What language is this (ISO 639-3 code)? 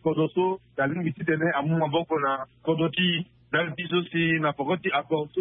sag